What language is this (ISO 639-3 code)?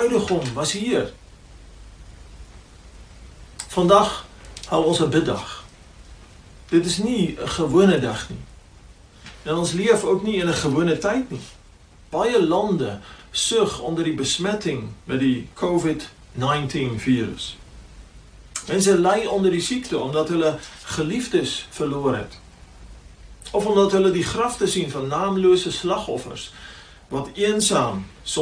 afr